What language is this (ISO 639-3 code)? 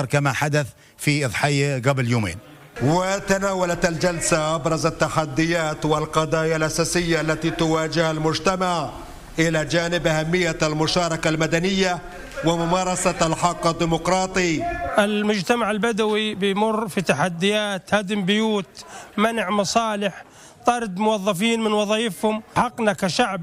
ara